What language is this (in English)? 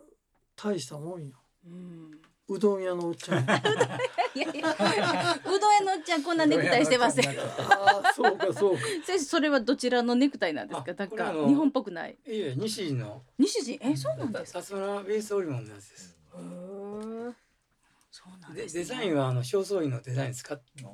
Japanese